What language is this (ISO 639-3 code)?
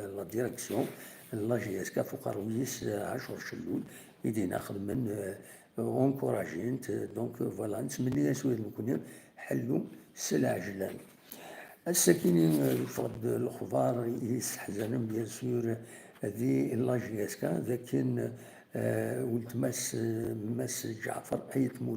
kab